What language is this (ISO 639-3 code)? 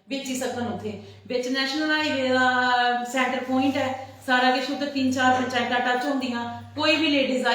doi